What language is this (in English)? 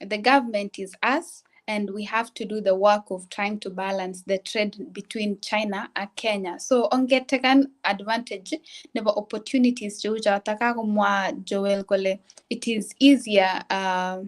Kalenjin